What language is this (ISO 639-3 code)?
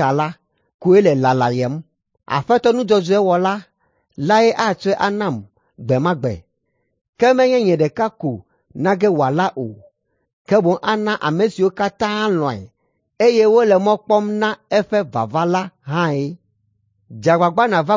ewe